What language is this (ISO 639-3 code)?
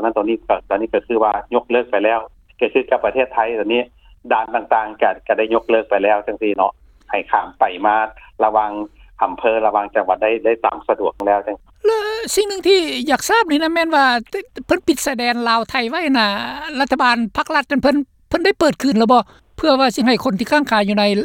lao